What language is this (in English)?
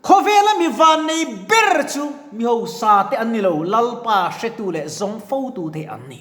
Mizo